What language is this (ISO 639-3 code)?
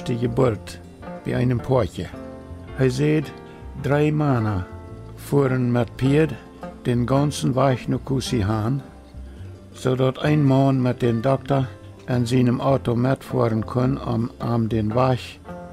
pdt